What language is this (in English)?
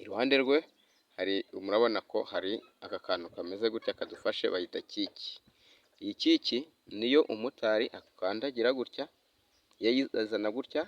Kinyarwanda